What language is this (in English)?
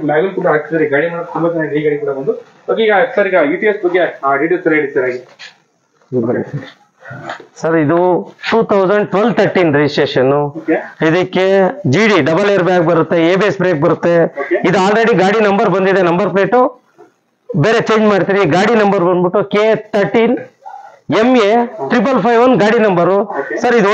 Kannada